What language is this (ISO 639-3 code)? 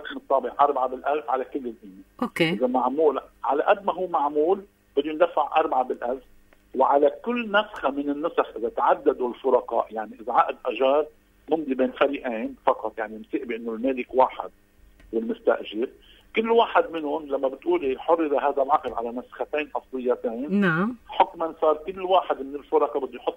apc